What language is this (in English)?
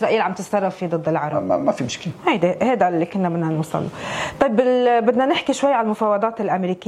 North Levantine Arabic